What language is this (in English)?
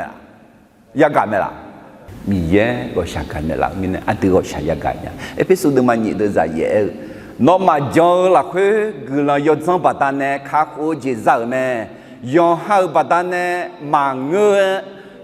Akha